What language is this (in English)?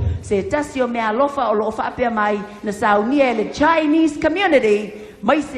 Samoan